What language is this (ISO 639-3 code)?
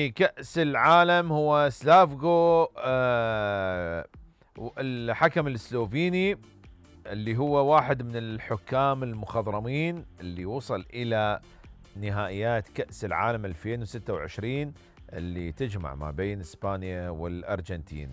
acm